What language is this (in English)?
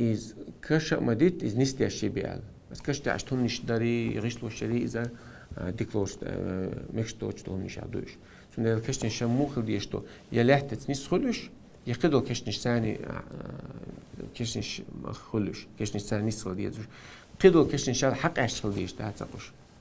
Chechen